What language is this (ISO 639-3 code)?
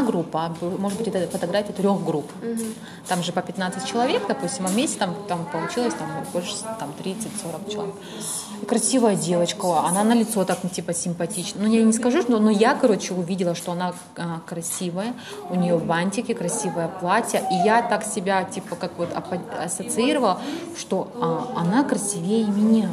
rus